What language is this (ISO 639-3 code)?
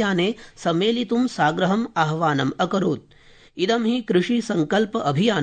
san